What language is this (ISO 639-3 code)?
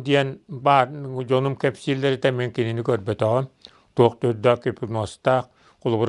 sah